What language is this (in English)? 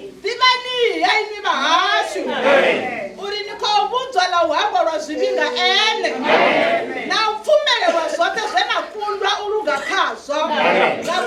Venda